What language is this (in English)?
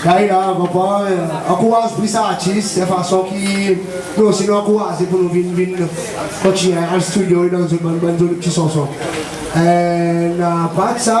Seselwa Creole French